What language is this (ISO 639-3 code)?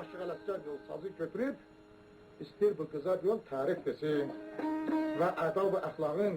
azb